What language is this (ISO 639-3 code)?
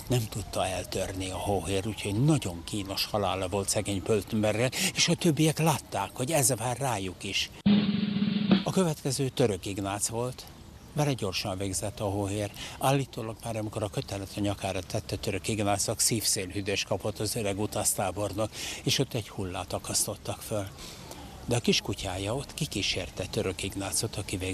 hun